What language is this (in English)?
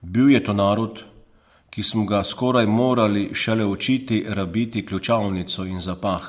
Slovenian